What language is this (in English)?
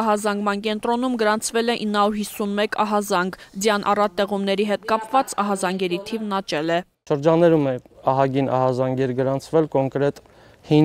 Armenian